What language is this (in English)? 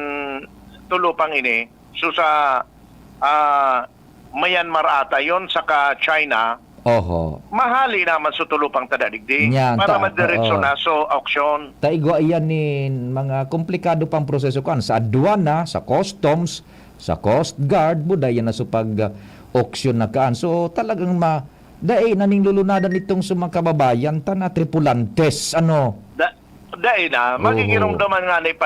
Bikol